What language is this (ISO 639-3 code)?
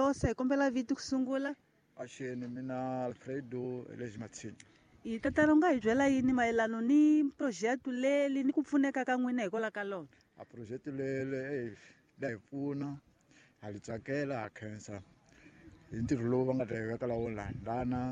tso